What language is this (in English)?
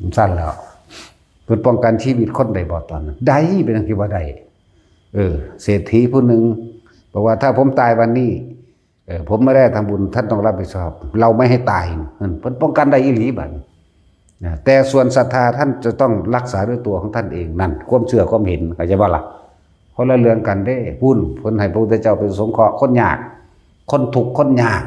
Northeastern Thai